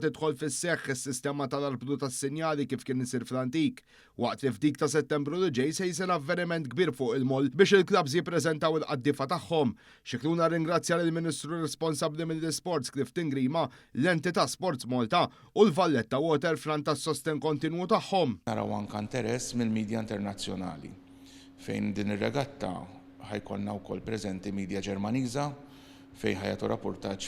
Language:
Maltese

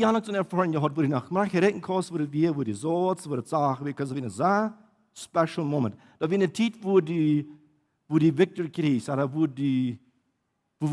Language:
Plautdietsch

